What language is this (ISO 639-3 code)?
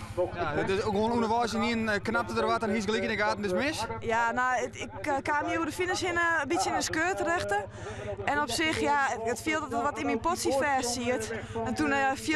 fry